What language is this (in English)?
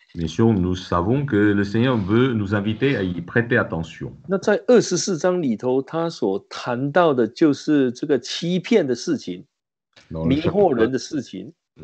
Chinese